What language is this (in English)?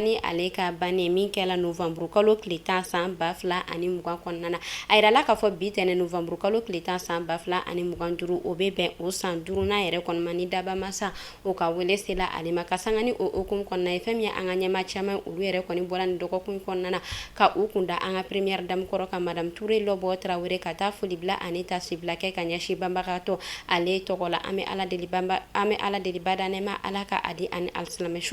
Bambara